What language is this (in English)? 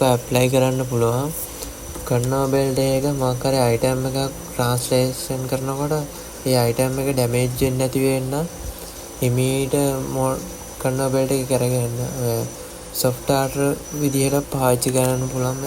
Sinhala